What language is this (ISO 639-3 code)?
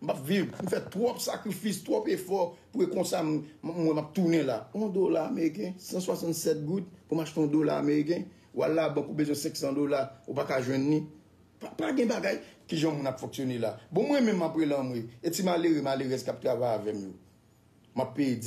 hat